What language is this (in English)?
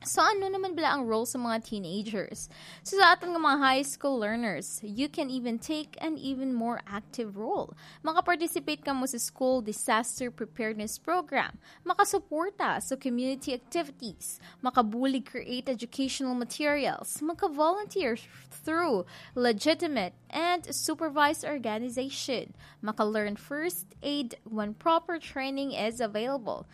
Hiligaynon